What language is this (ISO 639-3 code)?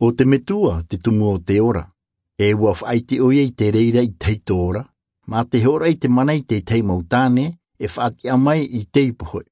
tah